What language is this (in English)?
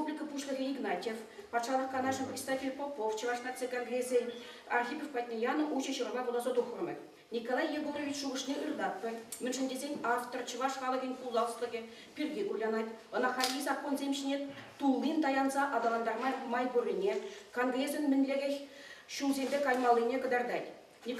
Chuvash